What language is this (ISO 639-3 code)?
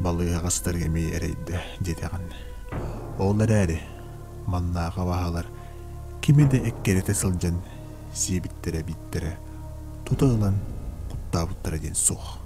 sah